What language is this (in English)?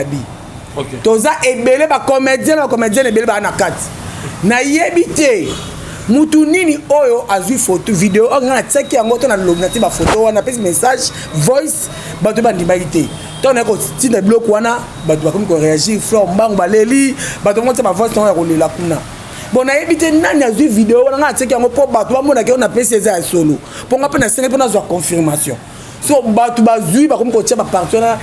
Lingala